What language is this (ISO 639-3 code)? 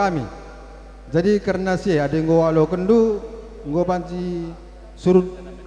btx